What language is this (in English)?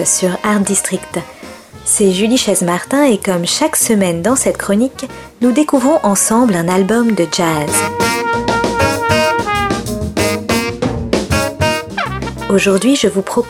French